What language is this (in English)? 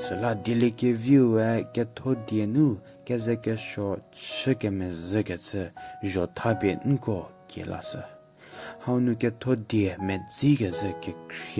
Angami Naga